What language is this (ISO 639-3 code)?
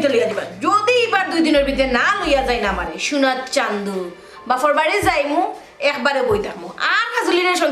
syl